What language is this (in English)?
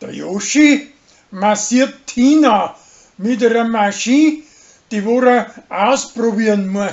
Bavarian